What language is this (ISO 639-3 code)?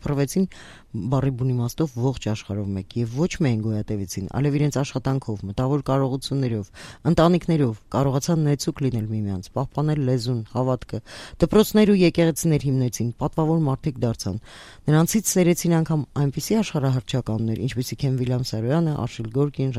hye